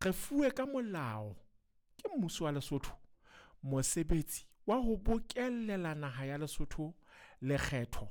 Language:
Southern Sotho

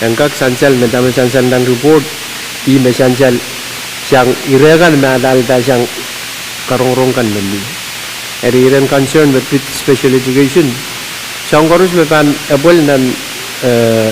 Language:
Pohnpeian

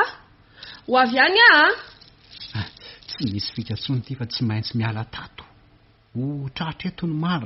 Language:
Malagasy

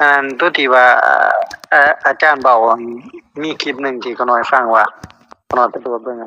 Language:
Lao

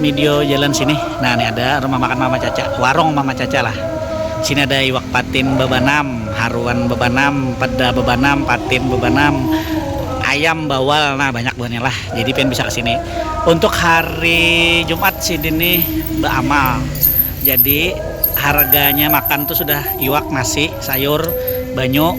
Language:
Banjar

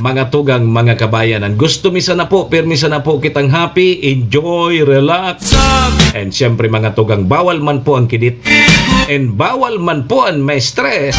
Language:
Bikol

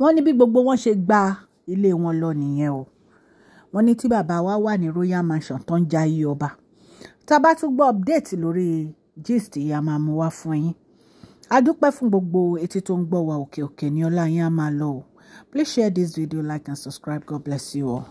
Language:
Yoruba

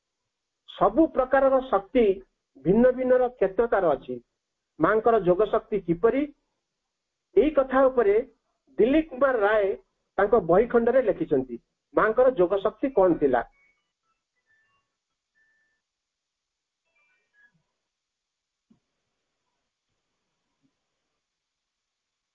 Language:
Odia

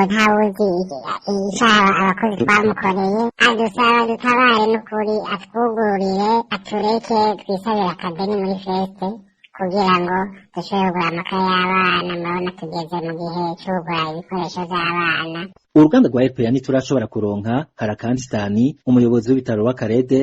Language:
Rundi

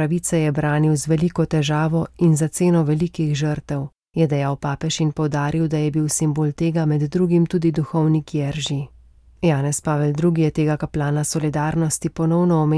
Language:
Slovenian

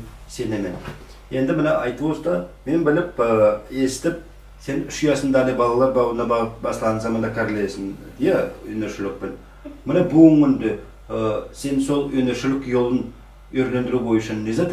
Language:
Nogai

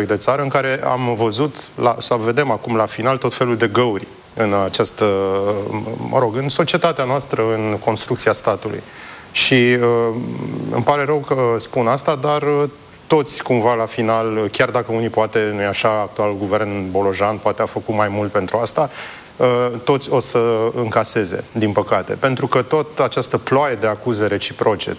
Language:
Romanian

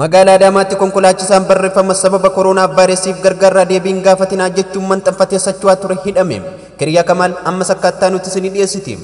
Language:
Oromo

